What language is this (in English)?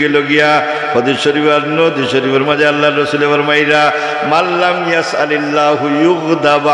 Sylheti